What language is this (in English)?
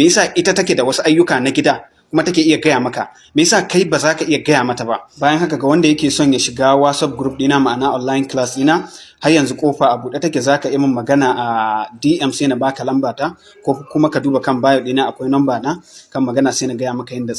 Hausa